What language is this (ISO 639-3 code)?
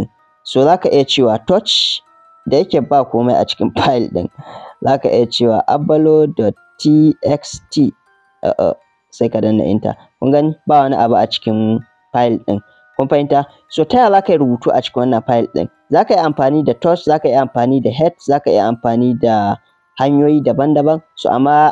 hau